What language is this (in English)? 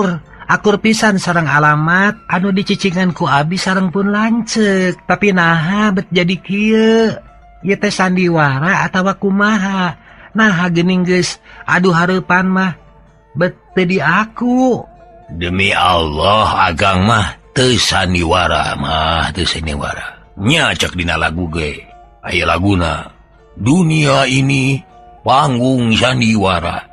Sundanese